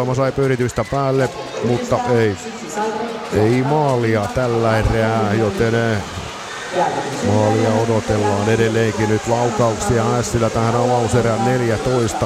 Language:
Finnish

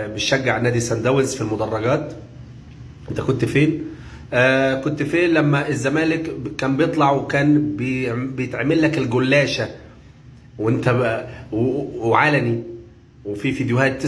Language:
Egyptian Arabic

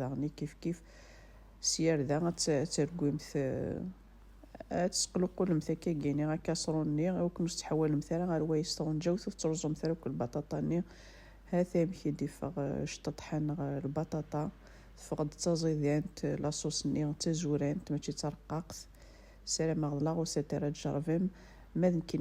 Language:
Kabyle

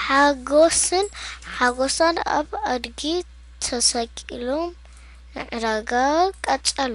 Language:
Tigrinya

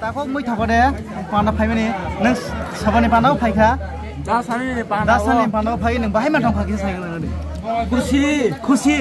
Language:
Kok Borok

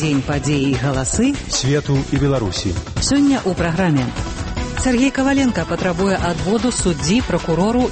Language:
Belarusian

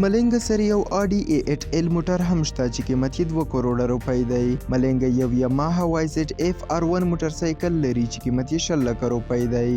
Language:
Pashto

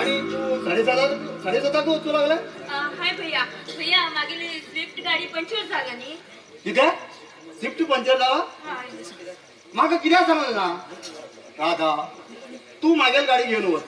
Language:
Konkani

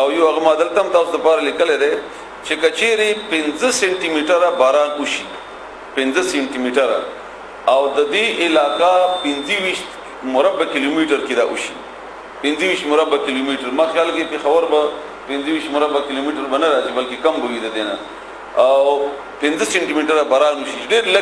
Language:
Pashto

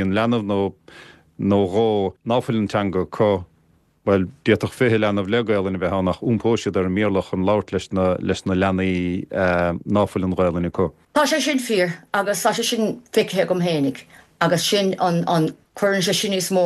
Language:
Irish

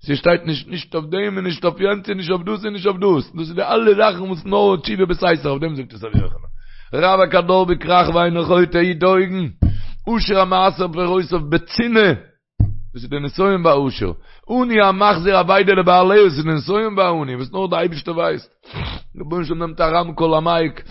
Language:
Yiddish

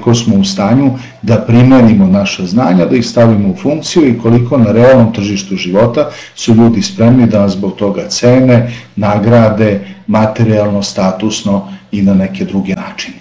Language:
Serbian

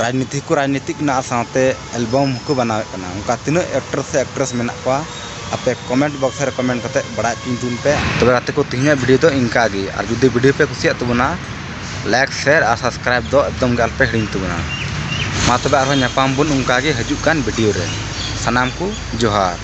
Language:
Santali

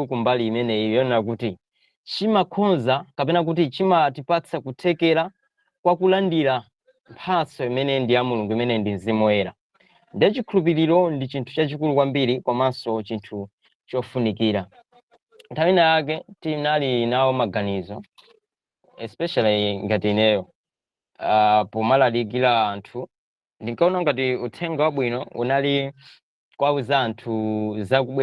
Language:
Nyanja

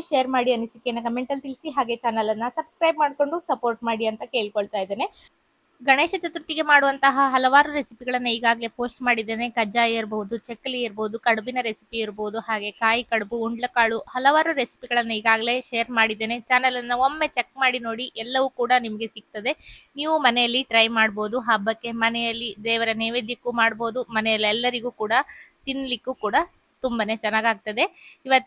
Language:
Kannada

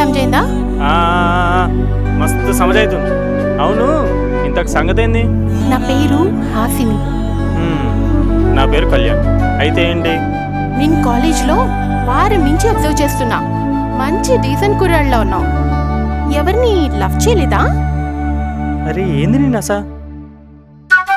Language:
Telugu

